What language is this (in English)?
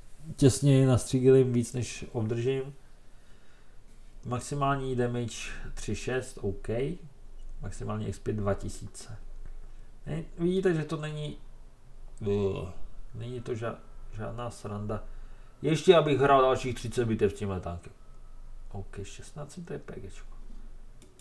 Czech